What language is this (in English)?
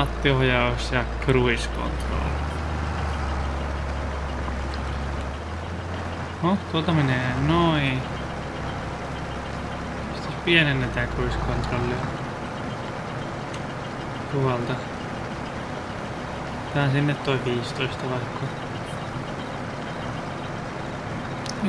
Finnish